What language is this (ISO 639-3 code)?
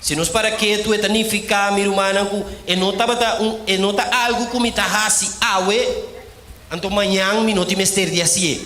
pap